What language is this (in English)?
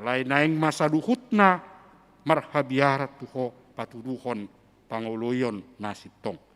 Batak Toba